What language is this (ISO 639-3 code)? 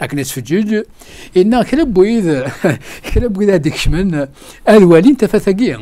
kab